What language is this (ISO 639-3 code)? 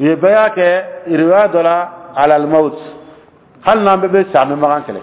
dyu